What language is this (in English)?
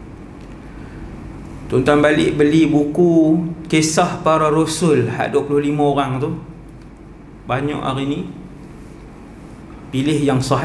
Malay